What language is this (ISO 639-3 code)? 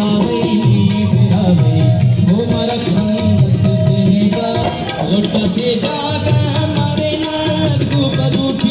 brh